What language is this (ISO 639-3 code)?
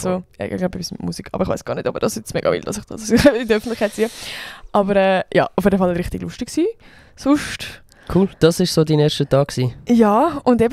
gsw